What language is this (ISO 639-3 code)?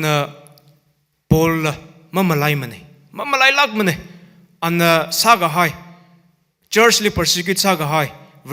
nmf